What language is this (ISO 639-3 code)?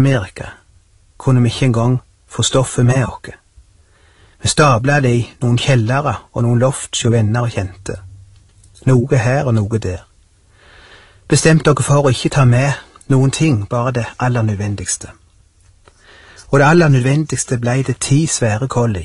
nor